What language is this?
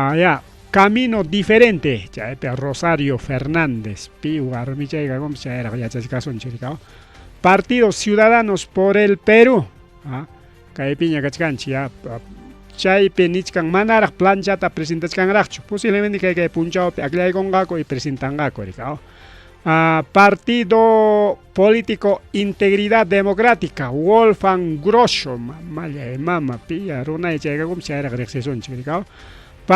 Ayacucho Quechua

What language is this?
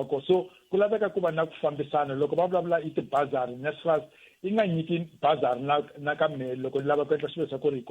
Tsonga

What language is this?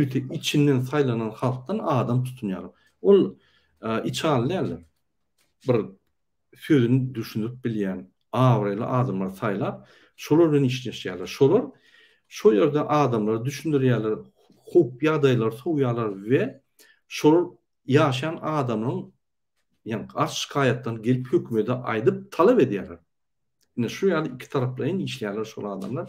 Turkmen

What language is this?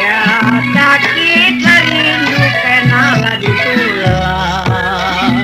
Betawi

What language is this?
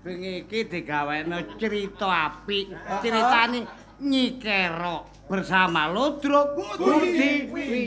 Javanese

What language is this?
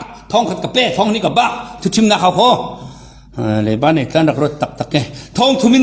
Falam Chin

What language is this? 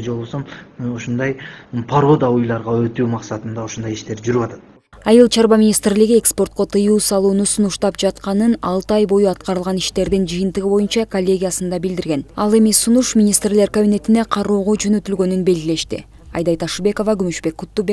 Kyrgyz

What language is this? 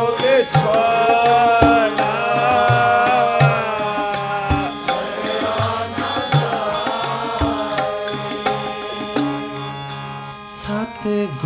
Punjabi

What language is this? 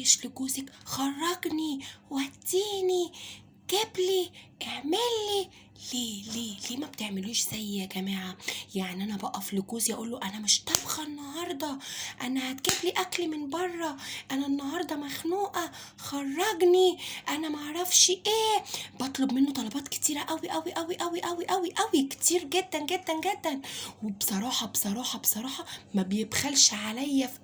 Egyptian Arabic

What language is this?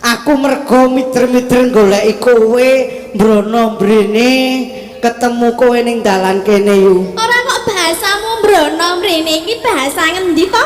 Javanese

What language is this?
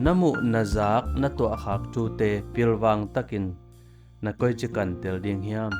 Tedim Chin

